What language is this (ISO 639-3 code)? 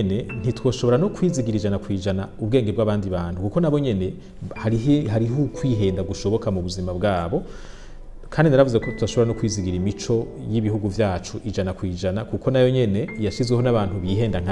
run